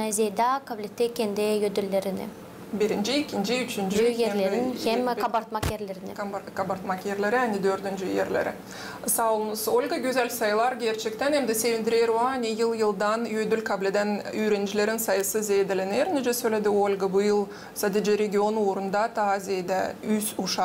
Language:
Gagauz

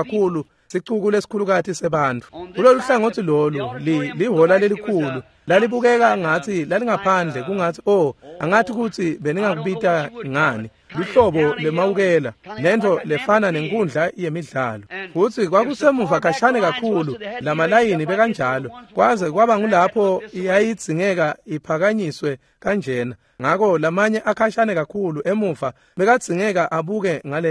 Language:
Swati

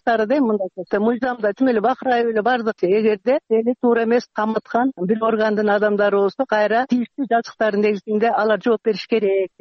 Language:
Kyrgyz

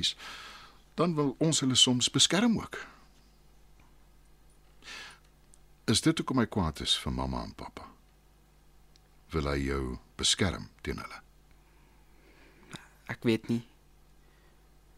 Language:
Afrikaans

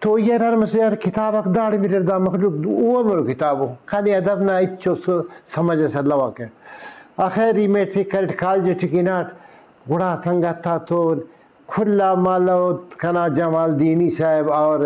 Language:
Brahui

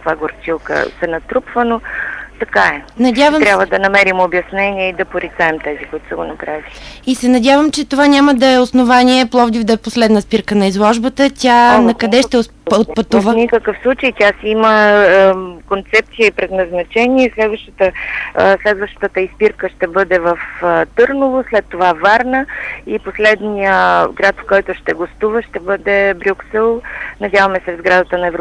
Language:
Bulgarian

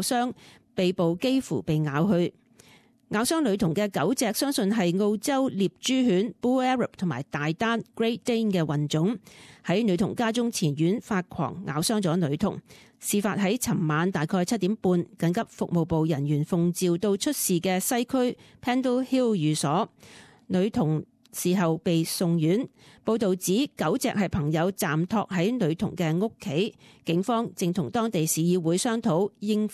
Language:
Cantonese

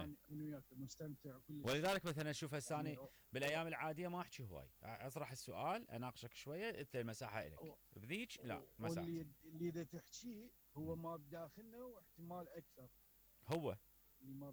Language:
Mesopotamian Arabic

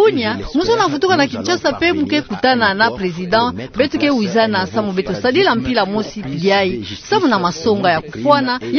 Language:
Kituba (Democratic Republic of Congo)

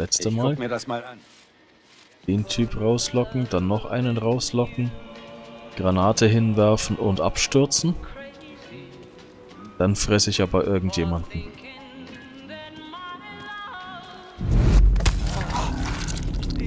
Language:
German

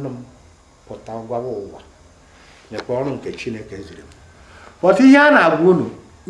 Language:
Igbo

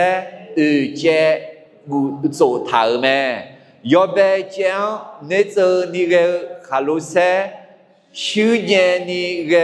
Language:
Akha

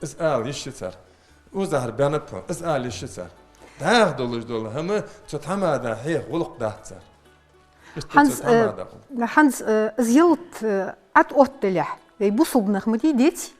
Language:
Ingush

